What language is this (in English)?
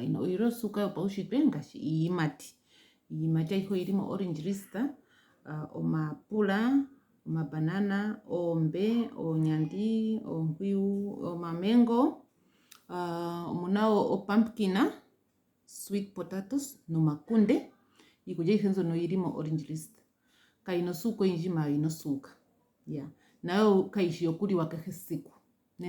Ndonga